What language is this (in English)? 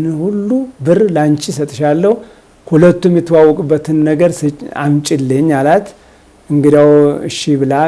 Amharic